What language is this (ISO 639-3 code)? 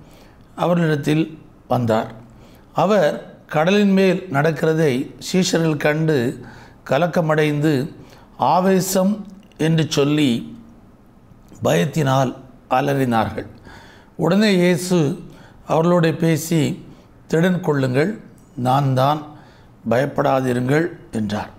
tam